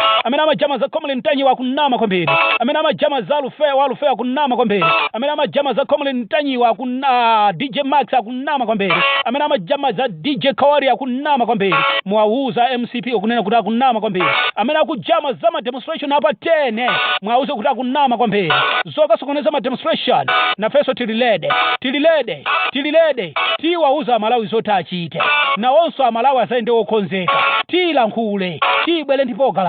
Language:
Nyanja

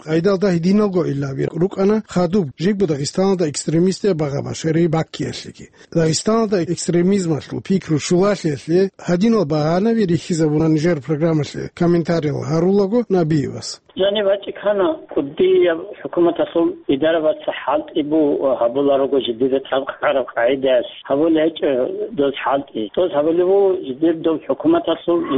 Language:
Avaric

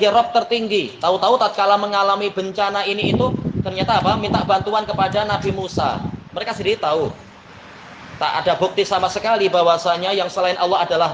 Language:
Indonesian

